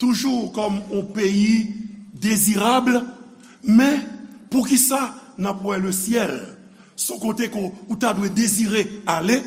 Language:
Haitian Creole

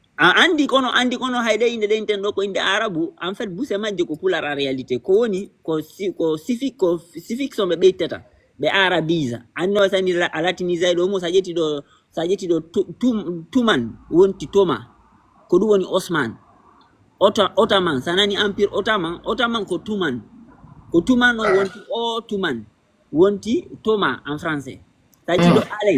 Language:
Fula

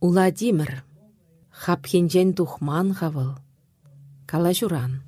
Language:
Chuvash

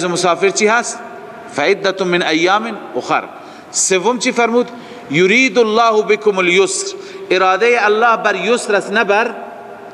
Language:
Persian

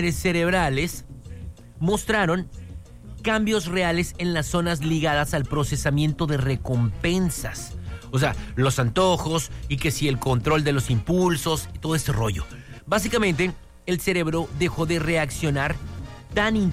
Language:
Spanish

